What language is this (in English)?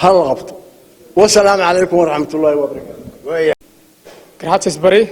Somali